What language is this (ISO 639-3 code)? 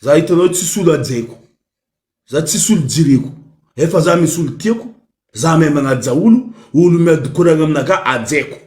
mlg